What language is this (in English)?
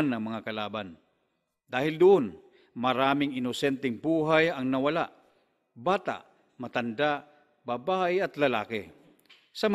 Filipino